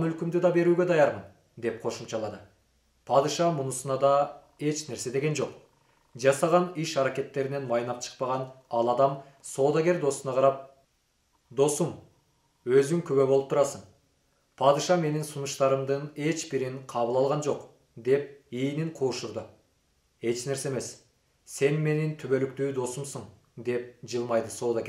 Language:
Kyrgyz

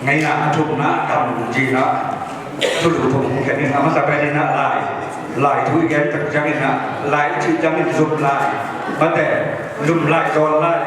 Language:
Tedim Chin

